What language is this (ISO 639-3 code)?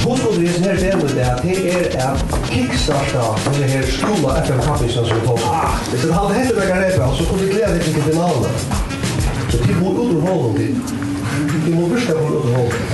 fao